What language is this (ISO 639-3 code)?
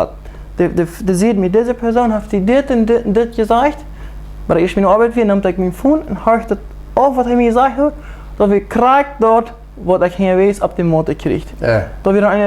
pdt